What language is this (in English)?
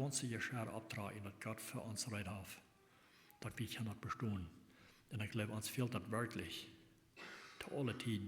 Plautdietsch